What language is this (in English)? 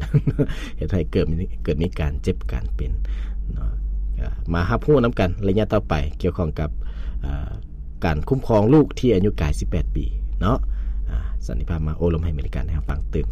Lao